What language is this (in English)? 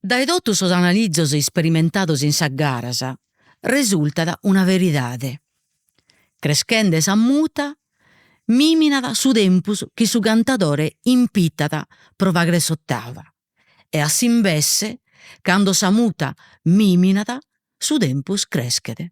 Sardinian